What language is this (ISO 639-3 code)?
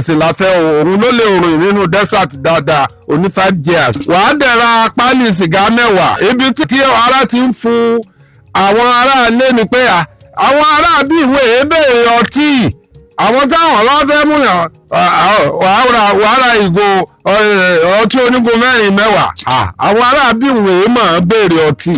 yor